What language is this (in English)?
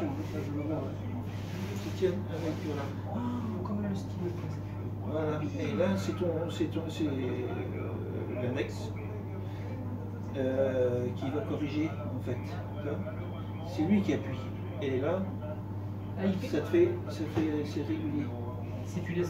French